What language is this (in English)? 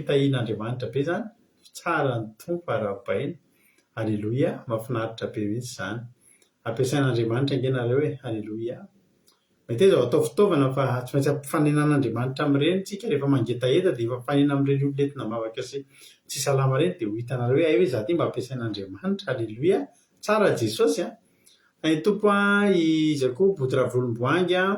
Malagasy